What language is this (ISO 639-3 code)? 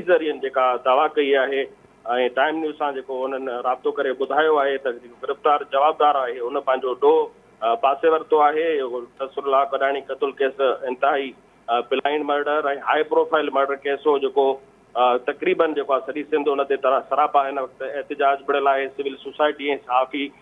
snd